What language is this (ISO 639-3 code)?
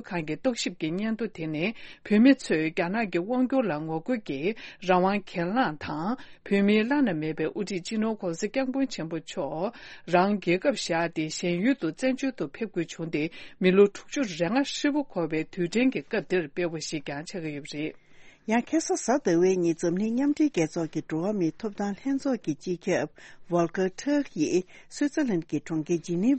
bod